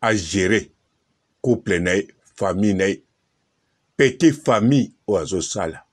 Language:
Lingala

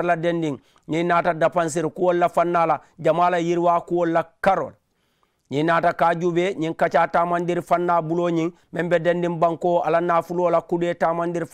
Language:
Mandingo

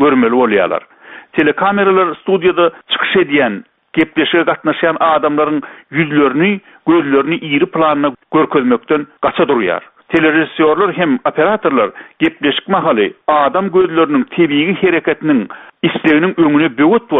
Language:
Turkmen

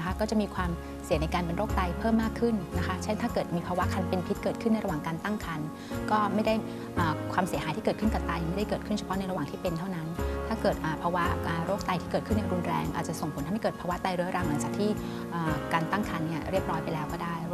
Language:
Thai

